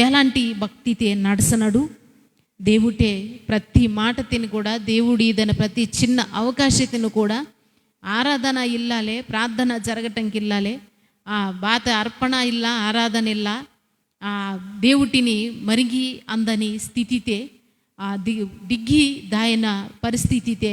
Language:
Koya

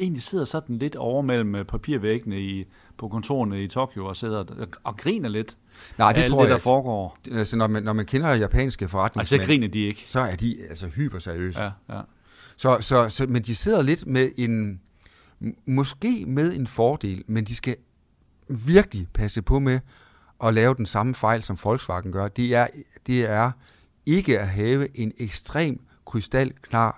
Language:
Danish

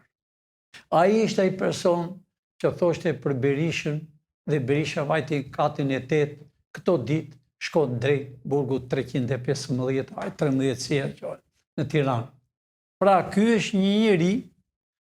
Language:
Albanian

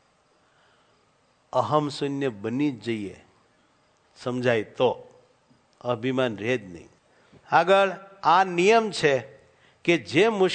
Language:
Gujarati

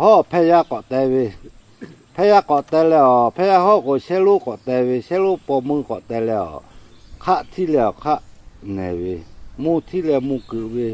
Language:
Lahu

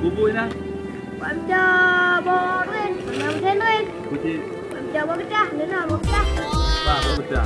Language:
Achinese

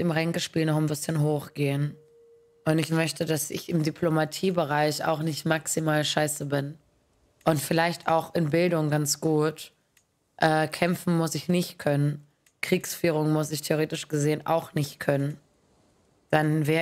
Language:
German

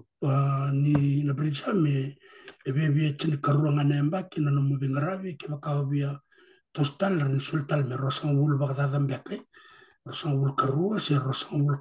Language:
Fijian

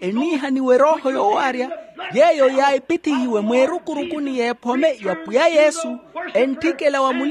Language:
Makhuwa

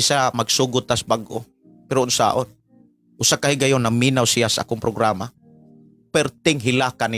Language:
Cebuano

